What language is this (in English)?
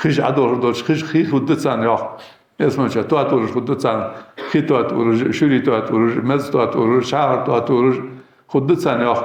Ingush